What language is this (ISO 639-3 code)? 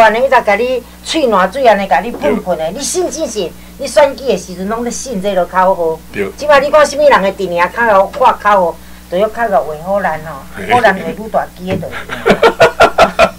nan